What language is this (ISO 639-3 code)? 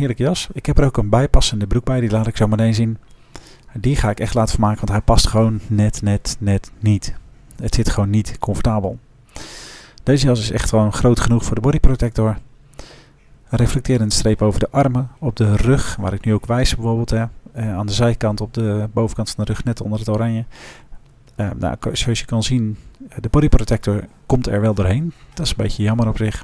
nld